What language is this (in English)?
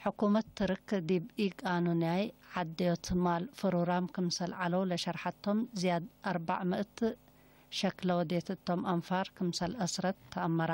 Tigre